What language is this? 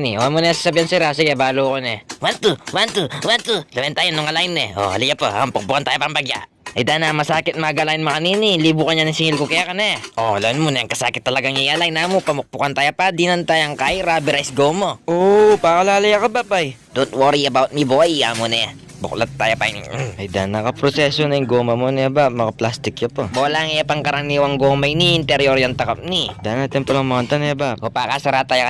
Pampanga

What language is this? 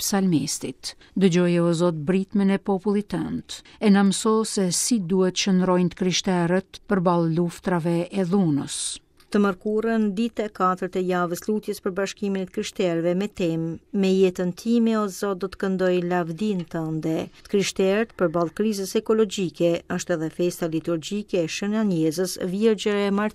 Albanian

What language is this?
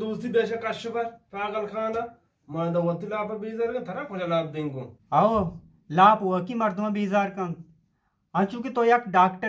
Eastern Balochi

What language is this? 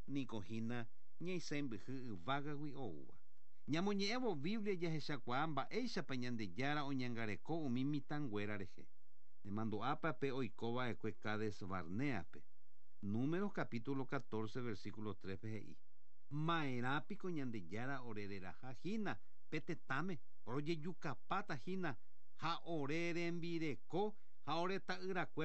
Guarani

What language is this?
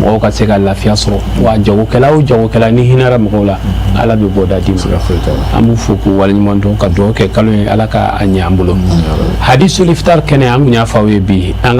Bambara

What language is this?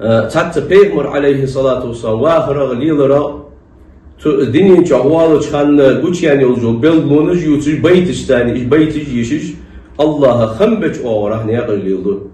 Ingush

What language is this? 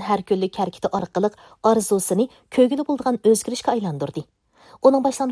Uyghur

